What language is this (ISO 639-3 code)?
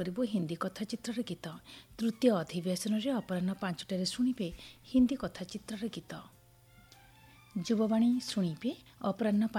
ori